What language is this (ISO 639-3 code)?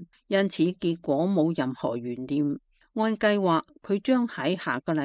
yue